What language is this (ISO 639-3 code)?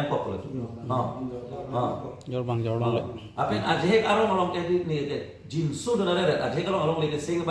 mjw